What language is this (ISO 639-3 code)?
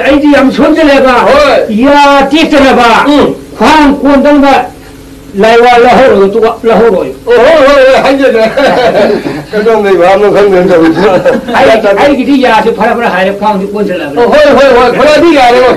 mni